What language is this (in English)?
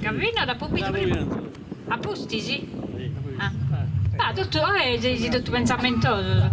Sardinian